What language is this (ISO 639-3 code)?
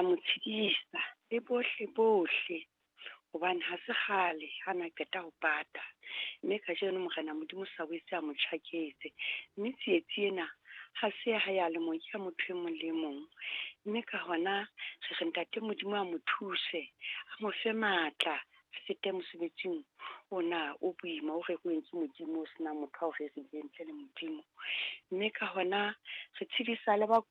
sot